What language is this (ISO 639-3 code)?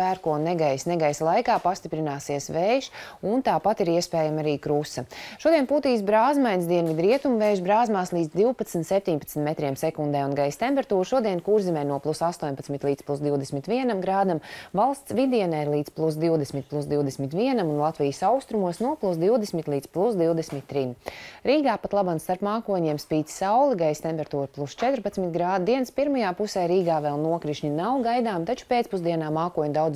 lav